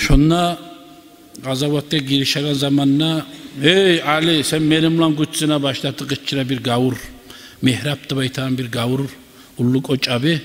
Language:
Kumyk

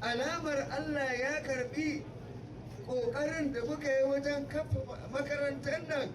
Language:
Hausa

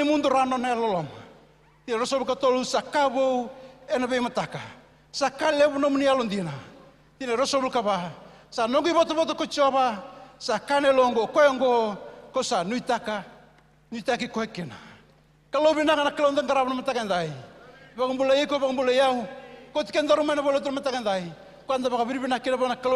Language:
Fijian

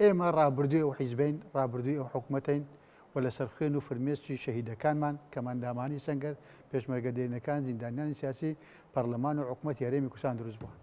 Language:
Central Kurdish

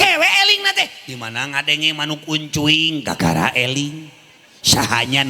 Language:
Sundanese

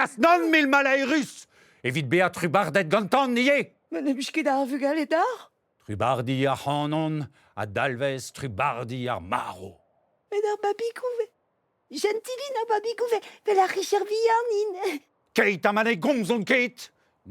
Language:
Breton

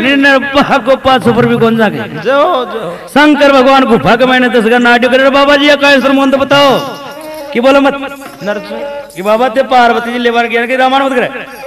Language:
Hindi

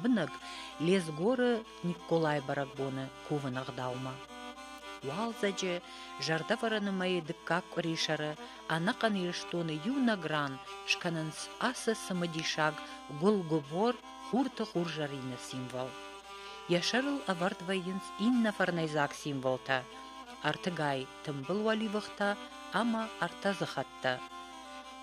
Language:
Ossetic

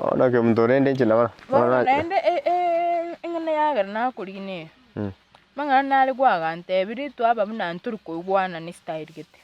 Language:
Gusii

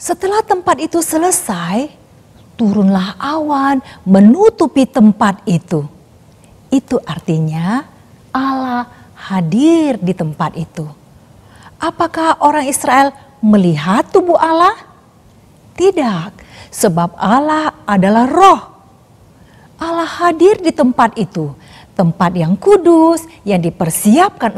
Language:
Indonesian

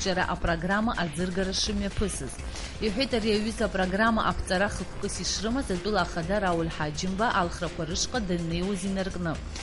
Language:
Abkhazian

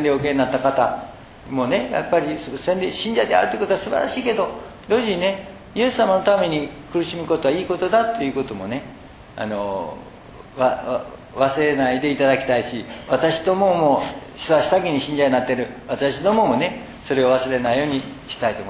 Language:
Japanese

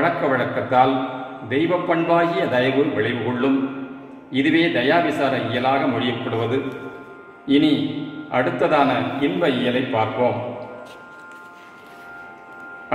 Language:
Tamil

